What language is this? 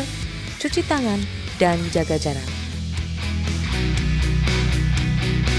Indonesian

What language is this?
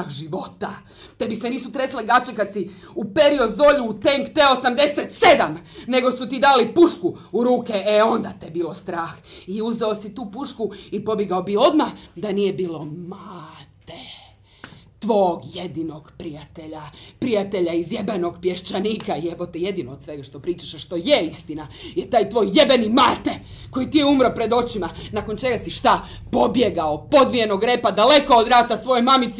Croatian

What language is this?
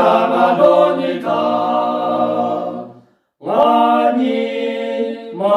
Lahu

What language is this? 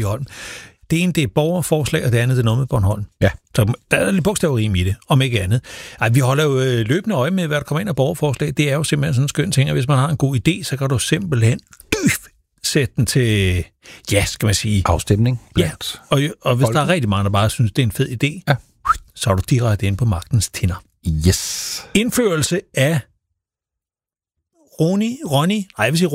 Danish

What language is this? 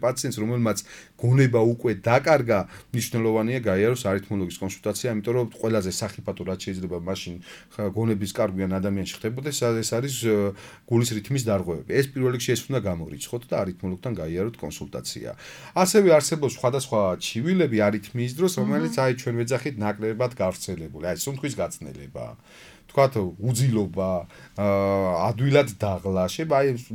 Georgian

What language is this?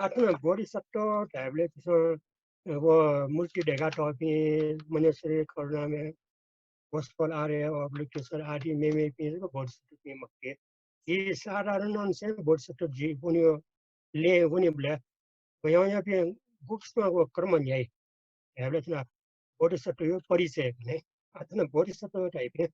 Newari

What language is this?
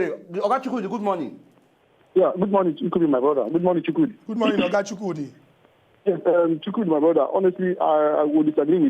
Nigerian Pidgin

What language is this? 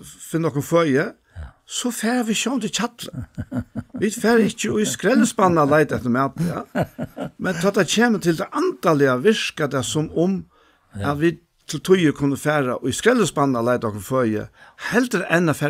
Faroese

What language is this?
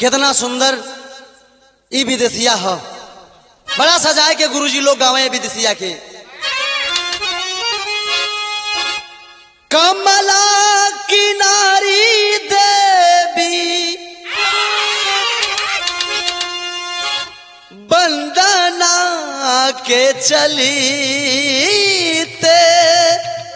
Bhojpuri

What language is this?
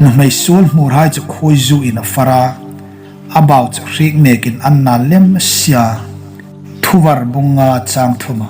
Hmar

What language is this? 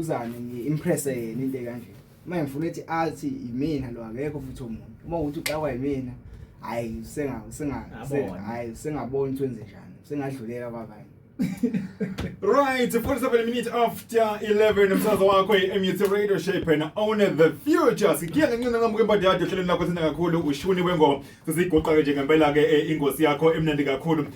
Zulu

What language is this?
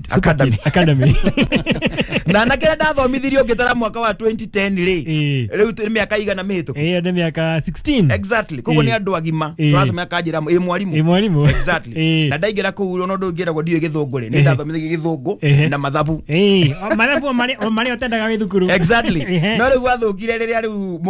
Kikuyu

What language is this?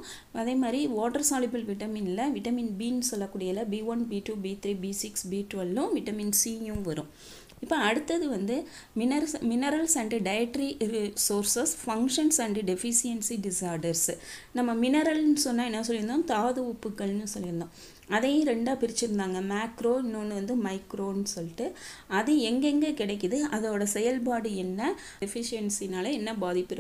Tamil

